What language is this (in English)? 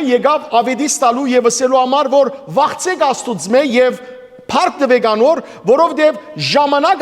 Western Armenian